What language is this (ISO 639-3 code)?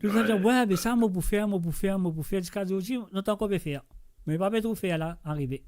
mfe